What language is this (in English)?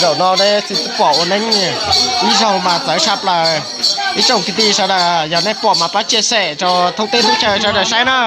Hmong